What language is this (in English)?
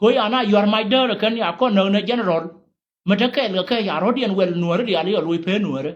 Nuer